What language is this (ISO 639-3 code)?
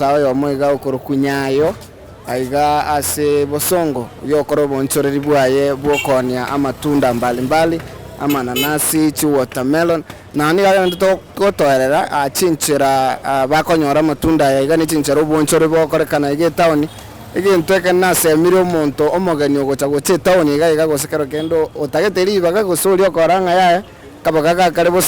guz